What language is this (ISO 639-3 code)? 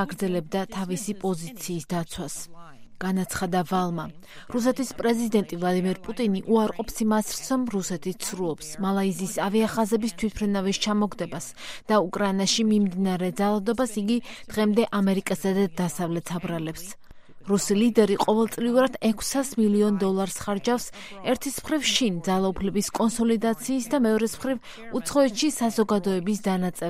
kat